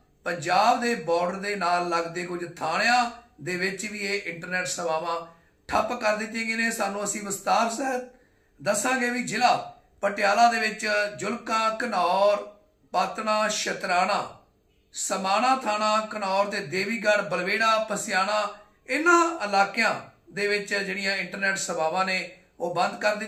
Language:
Punjabi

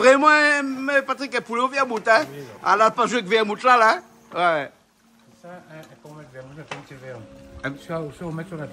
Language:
Réunion Creole French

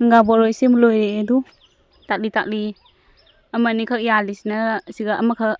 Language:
Manipuri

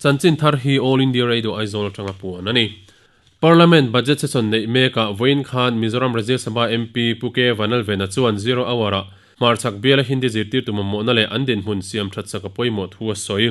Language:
Mizo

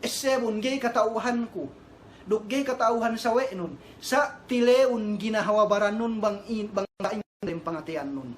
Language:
Yakan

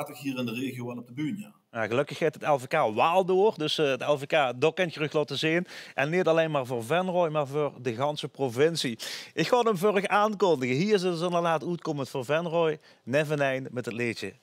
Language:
Limburgish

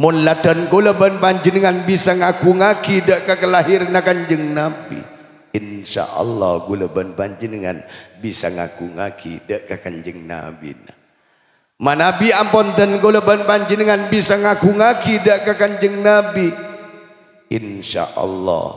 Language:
Madurese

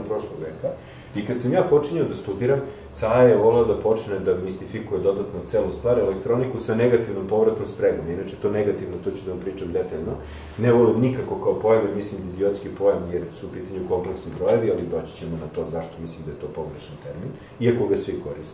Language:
Serbian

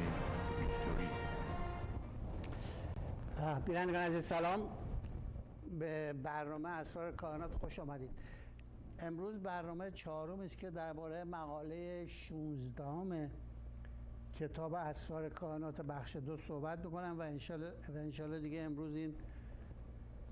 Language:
Persian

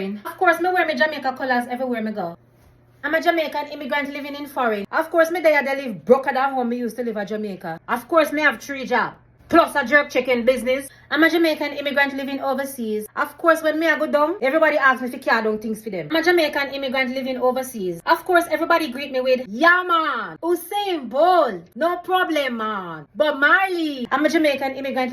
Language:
Jamaican Creole English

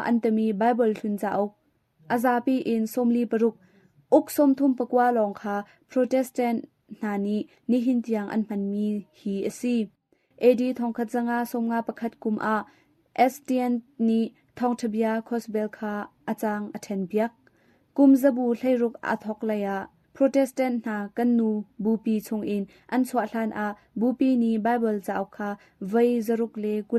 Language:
Hakha Chin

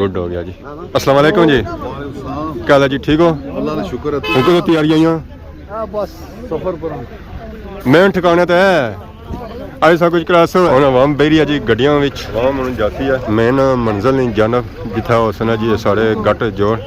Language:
Pahari-Potwari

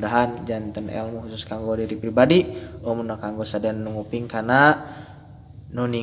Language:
Sundanese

